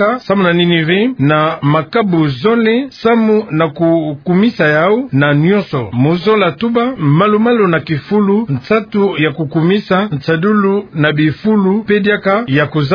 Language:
Kituba (Democratic Republic of Congo)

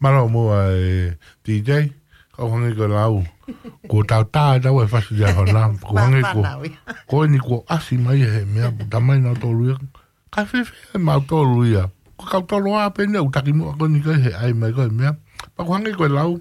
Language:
Tongan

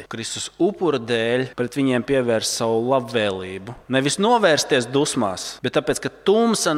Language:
Latvian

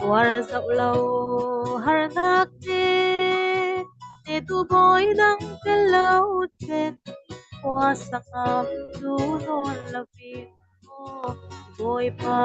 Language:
Falam Chin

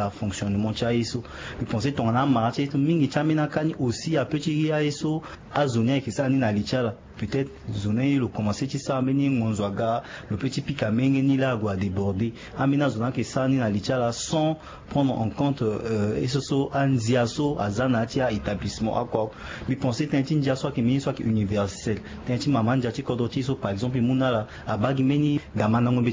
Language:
Sango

